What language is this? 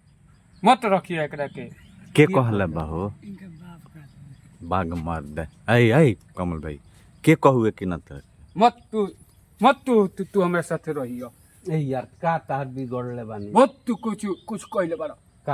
Bhojpuri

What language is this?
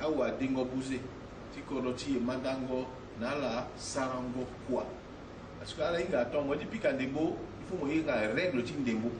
Sango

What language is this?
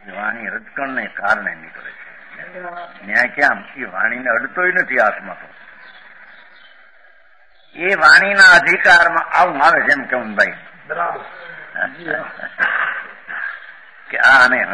Gujarati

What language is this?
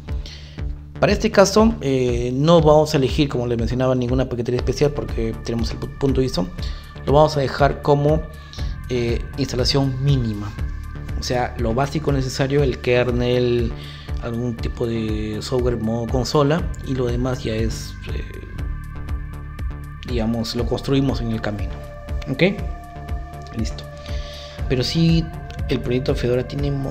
Spanish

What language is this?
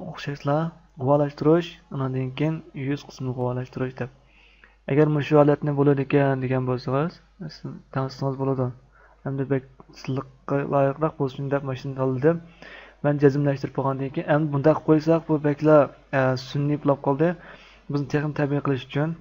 Uyghur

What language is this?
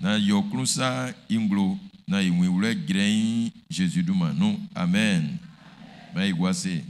Baoulé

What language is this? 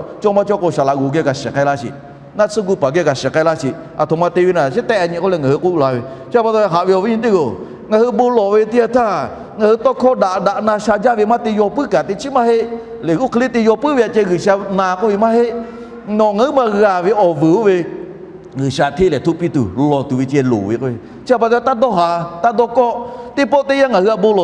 Lahu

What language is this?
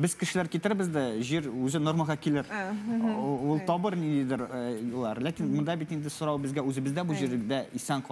Tatar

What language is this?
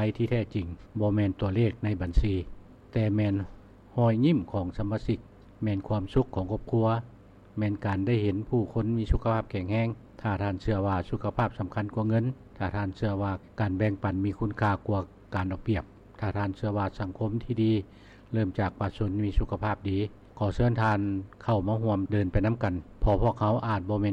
Lao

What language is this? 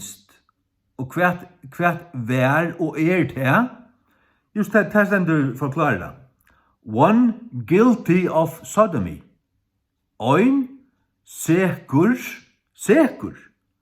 Faroese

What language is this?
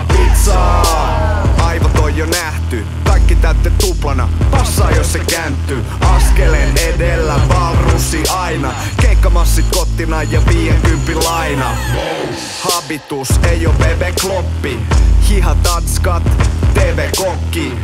Finnish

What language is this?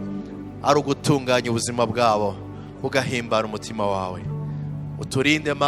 Rundi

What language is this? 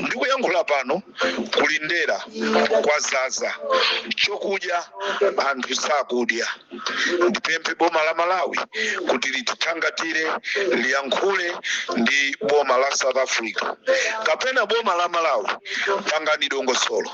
Nyanja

